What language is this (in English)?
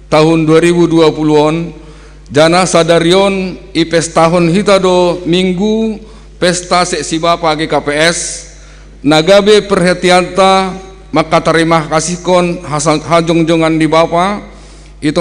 Batak Simalungun